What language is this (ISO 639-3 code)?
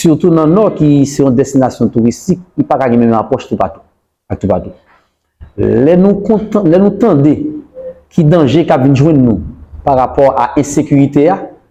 hat